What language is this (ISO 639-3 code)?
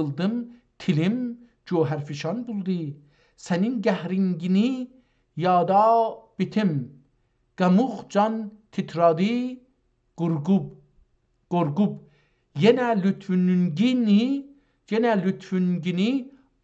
azb